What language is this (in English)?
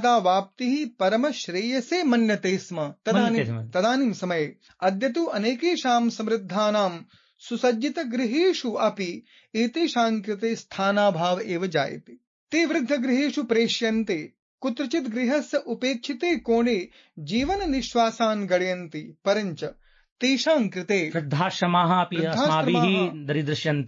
Sanskrit